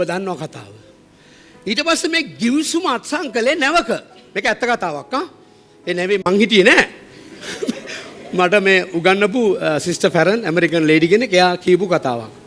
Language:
Sinhala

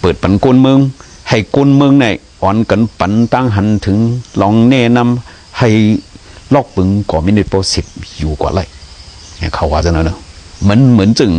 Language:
Shan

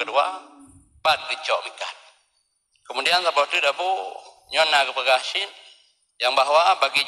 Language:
Achinese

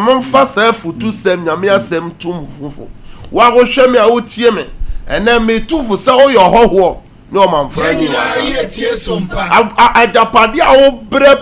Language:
Akan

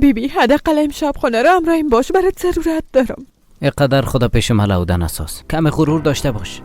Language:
Persian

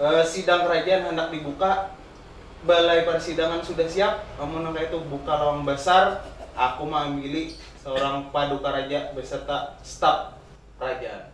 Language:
Banjar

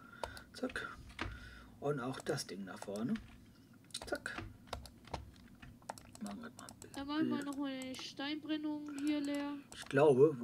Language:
German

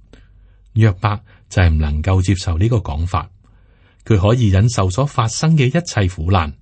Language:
Cantonese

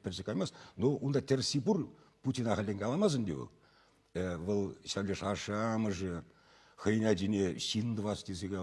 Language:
Chuvash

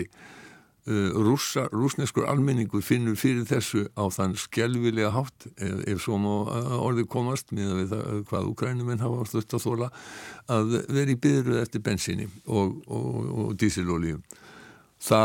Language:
Icelandic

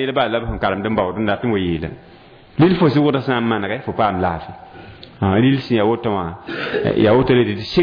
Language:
Mossi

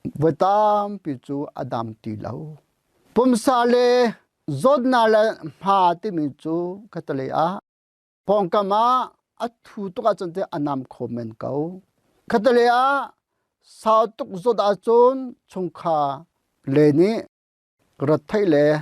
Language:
Hakha Chin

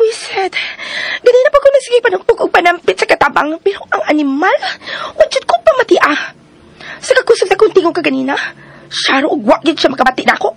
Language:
Cebuano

